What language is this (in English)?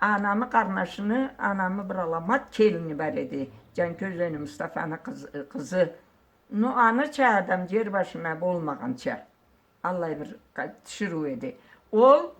Karachay-Balkar